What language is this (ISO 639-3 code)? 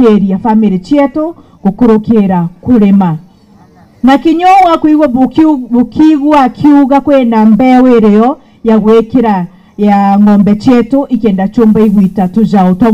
mer